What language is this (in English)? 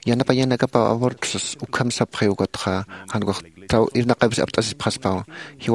Aymara